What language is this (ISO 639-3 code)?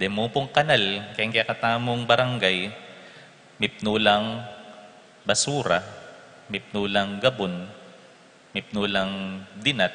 pam